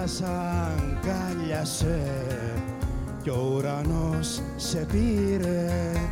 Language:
Greek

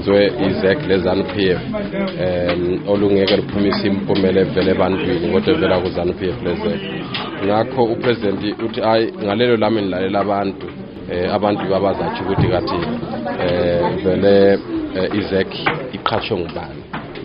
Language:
North Ndebele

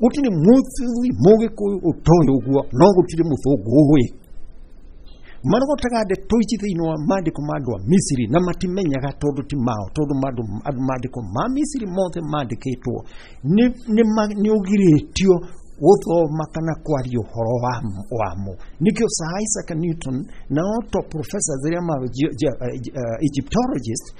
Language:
Kikuyu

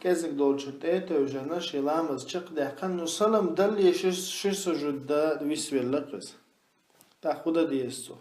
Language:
Chechen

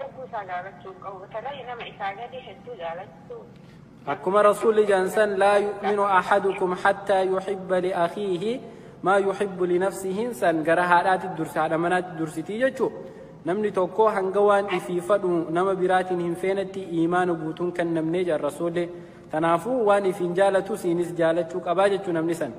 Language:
Oromo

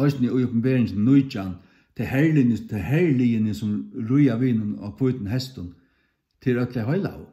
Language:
Faroese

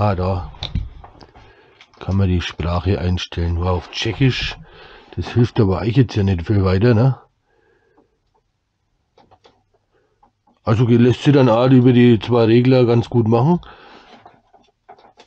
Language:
German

